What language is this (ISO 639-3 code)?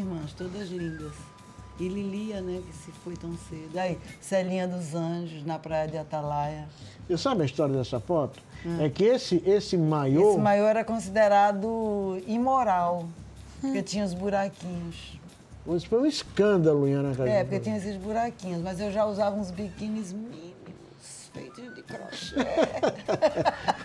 por